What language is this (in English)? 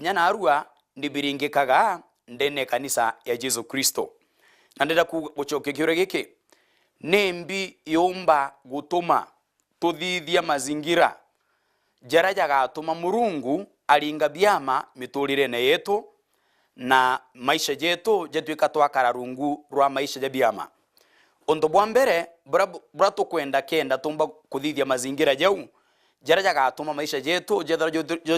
Meru